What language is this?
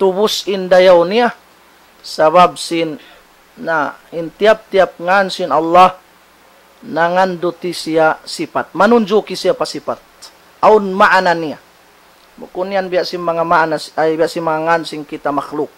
Tausug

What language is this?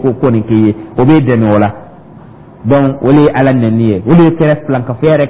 Dyula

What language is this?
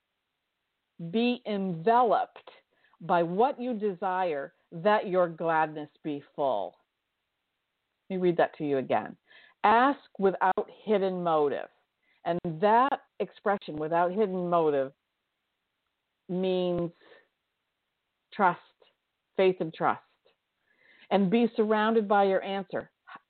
English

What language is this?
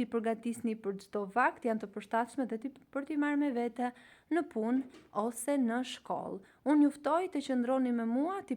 Albanian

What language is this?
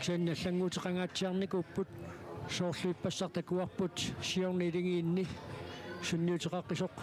Kalaallisut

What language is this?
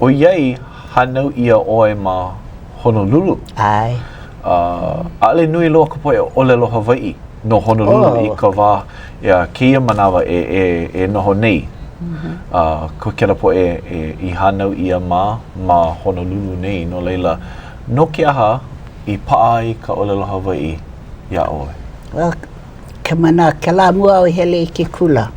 Hawaiian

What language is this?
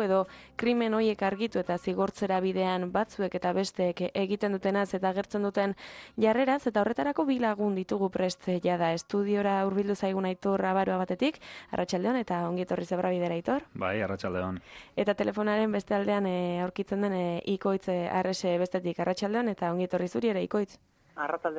Basque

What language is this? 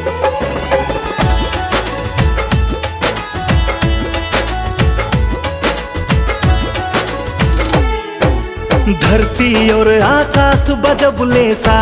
Bhojpuri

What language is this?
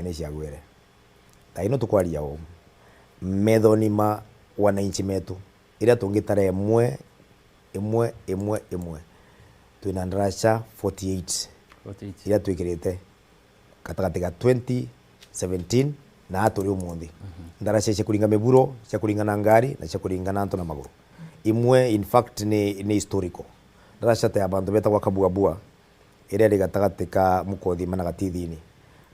Meru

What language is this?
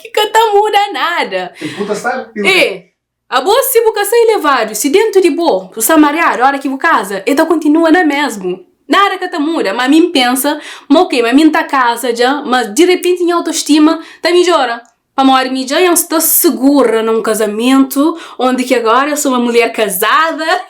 Kabuverdianu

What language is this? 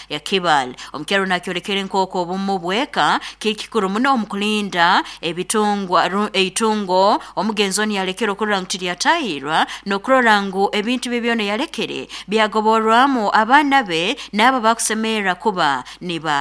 Nyoro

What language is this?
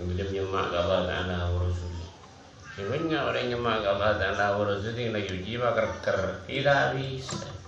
Madurese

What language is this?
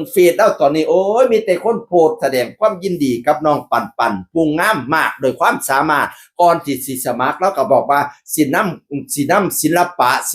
Northeastern Thai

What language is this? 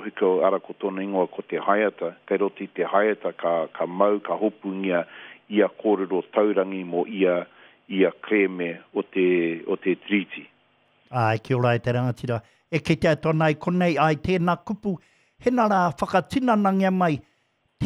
Māori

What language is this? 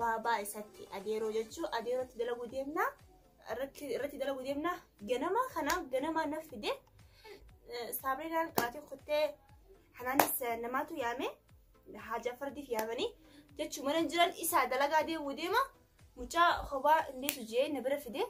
Oromo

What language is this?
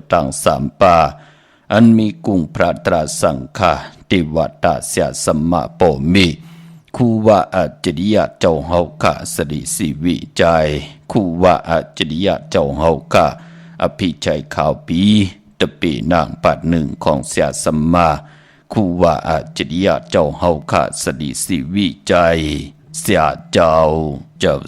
Shan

